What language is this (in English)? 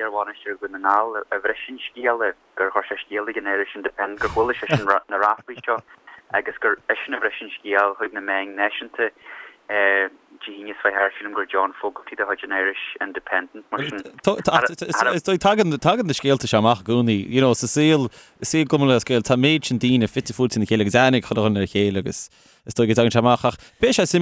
Irish